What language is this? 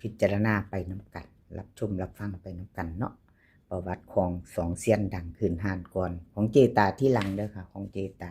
Northeastern Thai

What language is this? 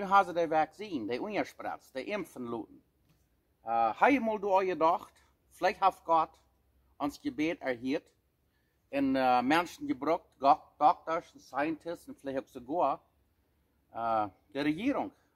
Plautdietsch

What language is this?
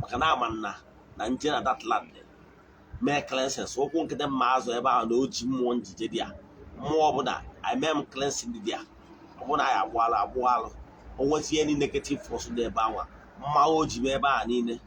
Igbo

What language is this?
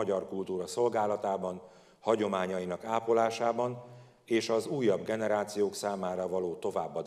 Hungarian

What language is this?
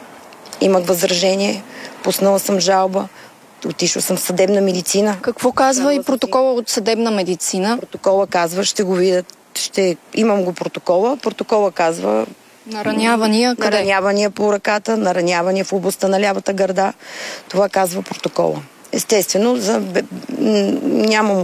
Bulgarian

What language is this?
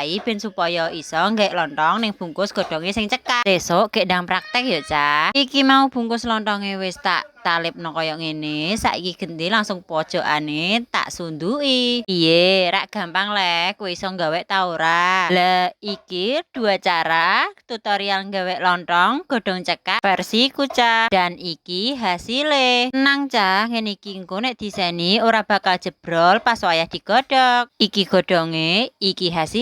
Javanese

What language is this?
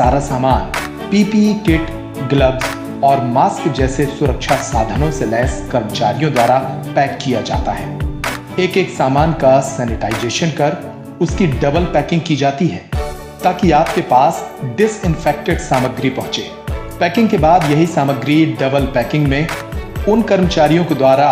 Hindi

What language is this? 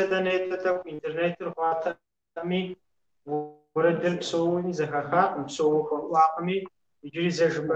Kabardian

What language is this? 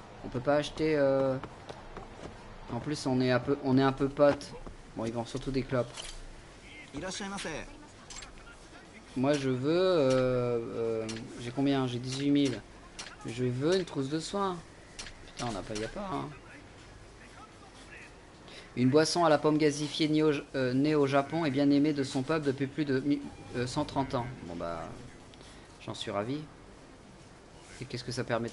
French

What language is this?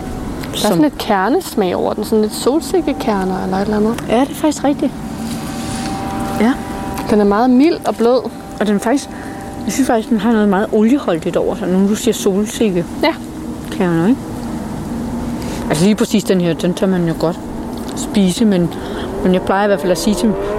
Danish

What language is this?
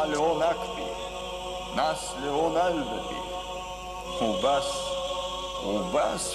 Abkhazian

